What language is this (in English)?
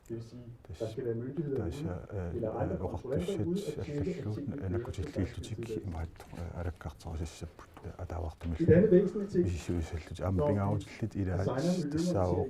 Kalaallisut